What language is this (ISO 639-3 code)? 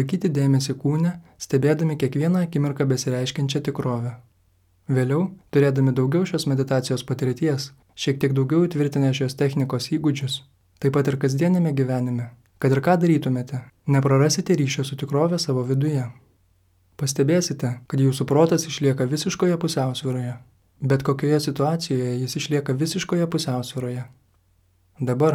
lit